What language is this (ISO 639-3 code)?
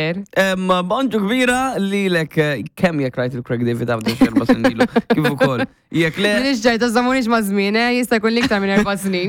mlt